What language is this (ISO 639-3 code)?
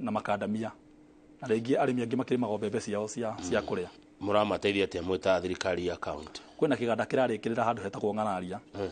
kik